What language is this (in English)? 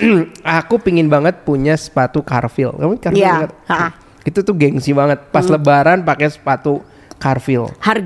Indonesian